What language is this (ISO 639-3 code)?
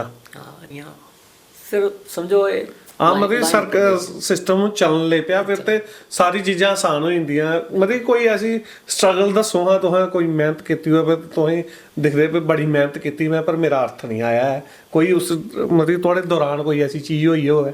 doi